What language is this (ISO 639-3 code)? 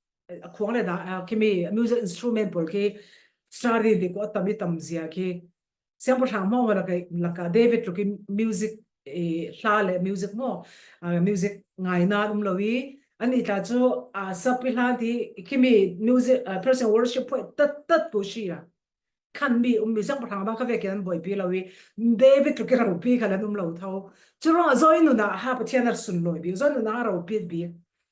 cfm